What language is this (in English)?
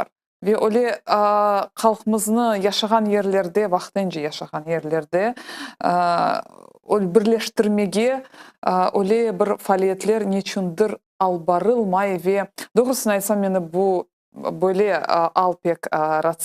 Crimean Tatar